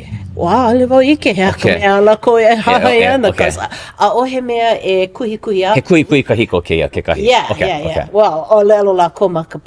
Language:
Hawaiian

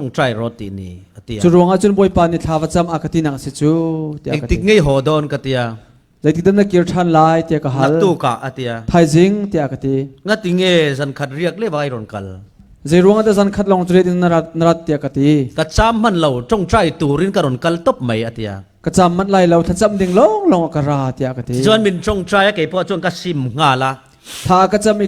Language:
Falam Chin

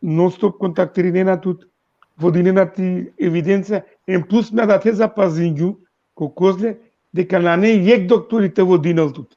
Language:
Balkan Romani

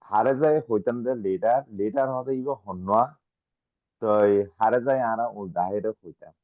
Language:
Rohingya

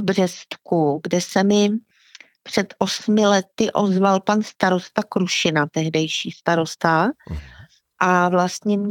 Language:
Czech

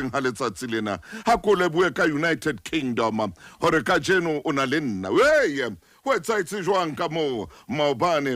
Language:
Southern Sotho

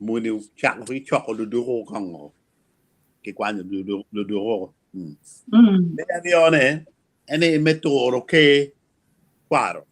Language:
Acoli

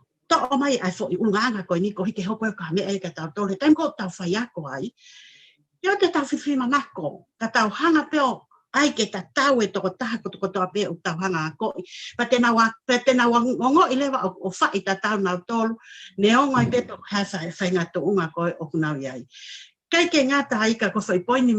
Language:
Tongan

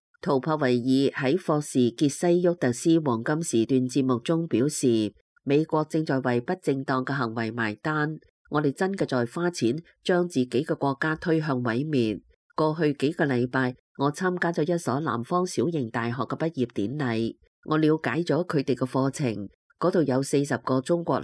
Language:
Cantonese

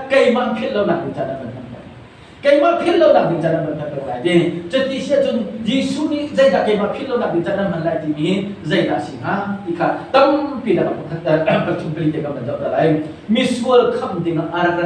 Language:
Hakha Chin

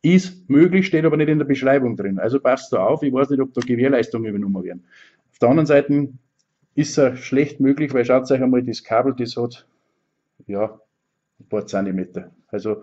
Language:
Bavarian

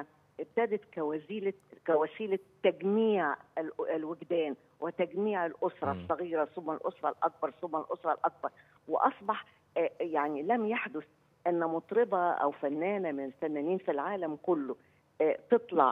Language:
Egyptian Arabic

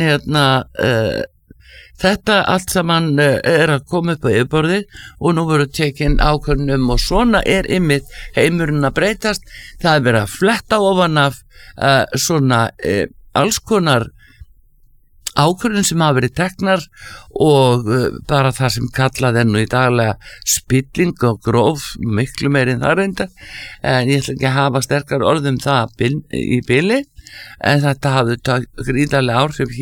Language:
Icelandic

